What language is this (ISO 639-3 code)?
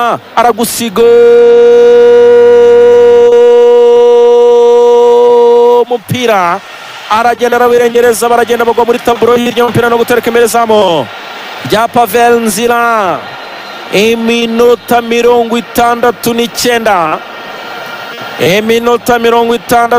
kin